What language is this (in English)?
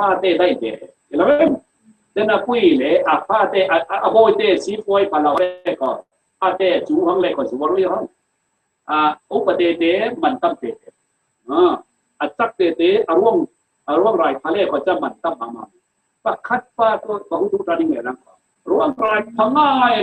Falam Chin